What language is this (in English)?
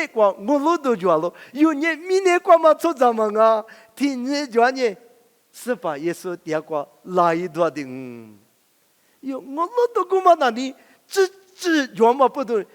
Lisu